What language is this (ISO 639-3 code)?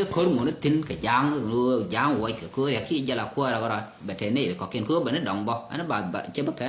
nus